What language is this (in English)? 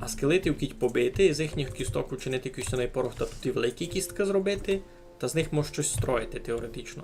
Rusyn